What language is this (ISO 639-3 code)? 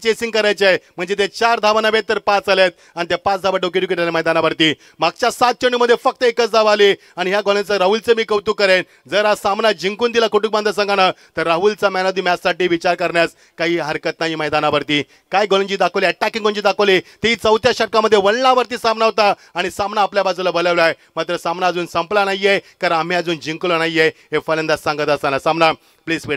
mar